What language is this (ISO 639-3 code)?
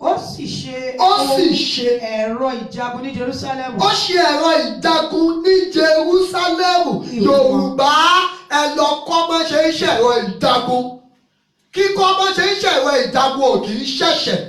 yor